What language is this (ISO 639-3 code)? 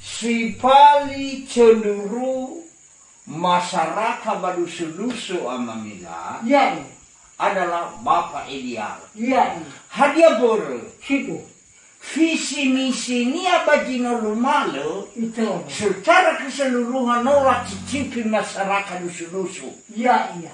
nia